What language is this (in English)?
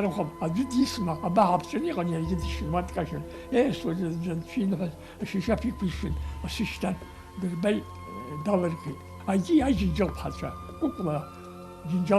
Abkhazian